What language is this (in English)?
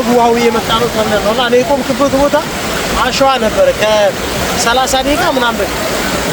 Amharic